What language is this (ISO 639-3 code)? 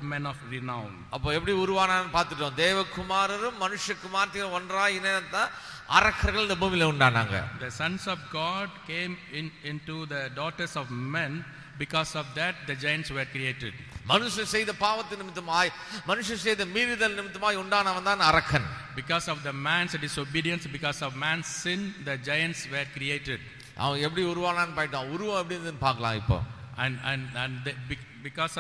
tam